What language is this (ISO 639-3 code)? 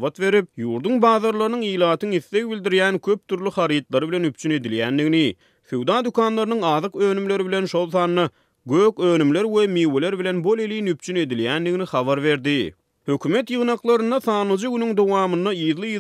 tuk